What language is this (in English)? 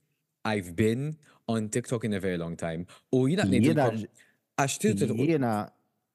Maltese